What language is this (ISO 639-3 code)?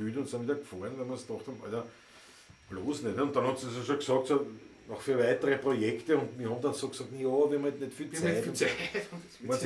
bar